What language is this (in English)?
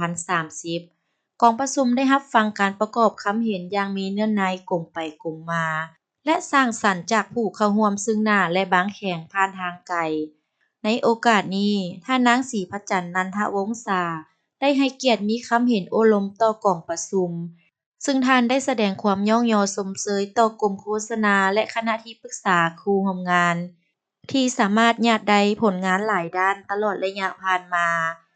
Lao